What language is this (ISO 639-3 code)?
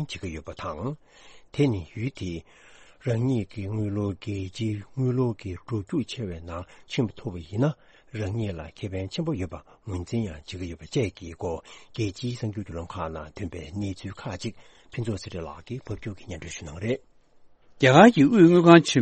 bod